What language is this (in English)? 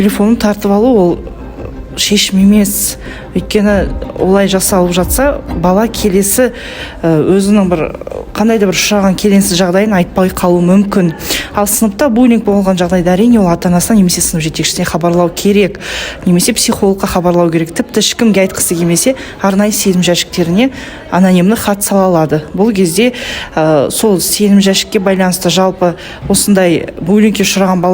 Kazakh